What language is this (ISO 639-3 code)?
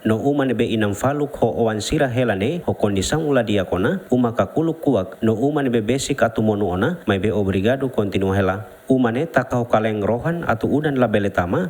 tet